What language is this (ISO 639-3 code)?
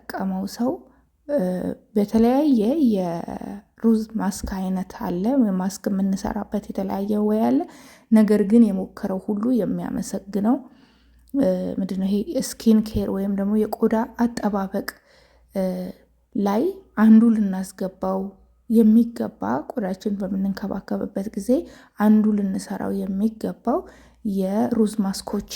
amh